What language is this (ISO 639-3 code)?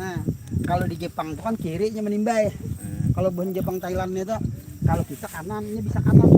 bjn